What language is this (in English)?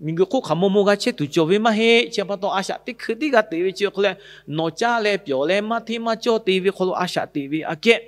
Lahu